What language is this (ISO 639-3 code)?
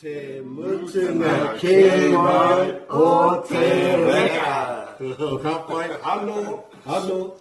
mri